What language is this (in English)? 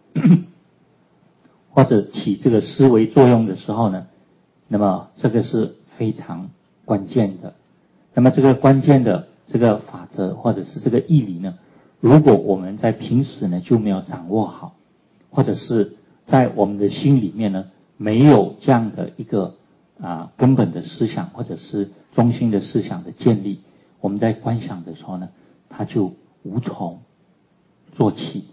Chinese